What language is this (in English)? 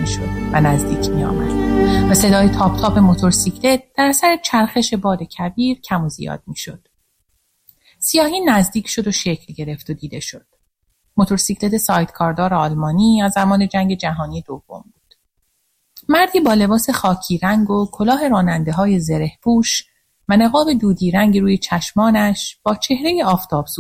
Persian